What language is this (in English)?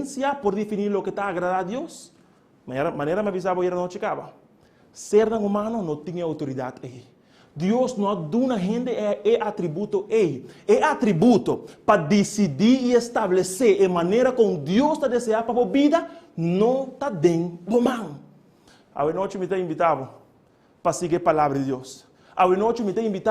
Papiamento